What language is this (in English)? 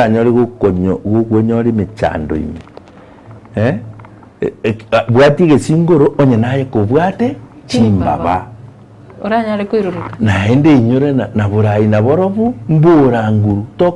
Gusii